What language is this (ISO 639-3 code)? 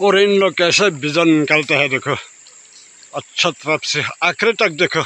nag